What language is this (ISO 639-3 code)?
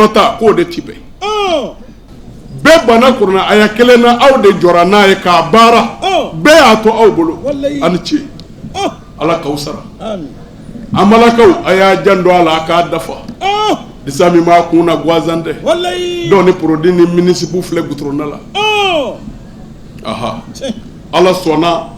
bam